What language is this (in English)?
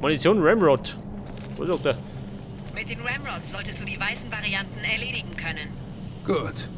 Bavarian